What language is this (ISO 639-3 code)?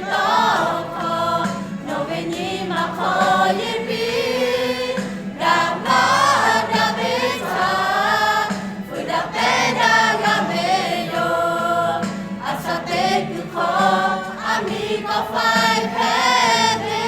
lhu